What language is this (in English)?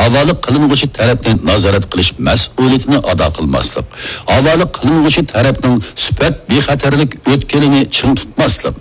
Uyghur